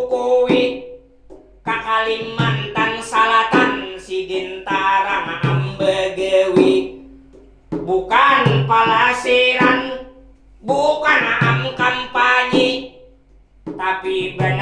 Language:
Banjar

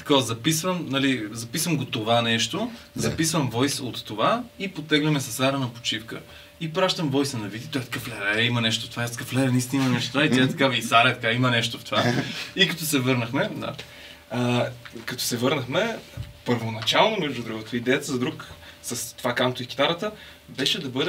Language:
Bulgarian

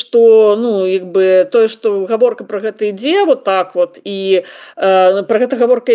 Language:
Belarusian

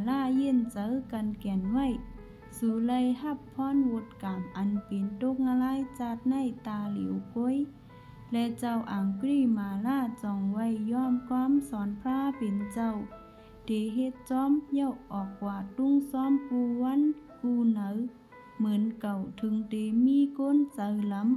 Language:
Shan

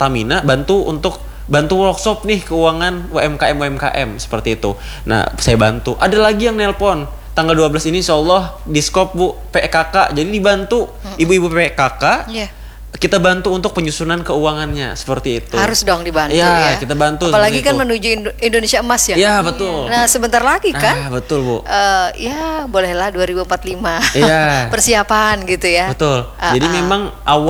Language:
Indonesian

